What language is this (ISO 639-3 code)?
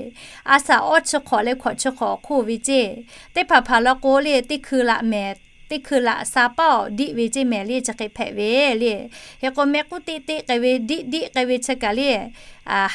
lhu